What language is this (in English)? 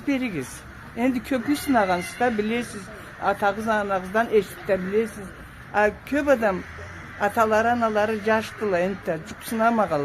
Karachay-Balkar